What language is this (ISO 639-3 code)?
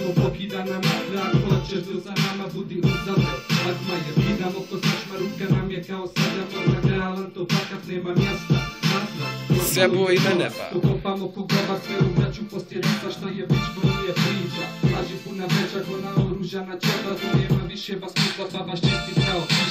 bos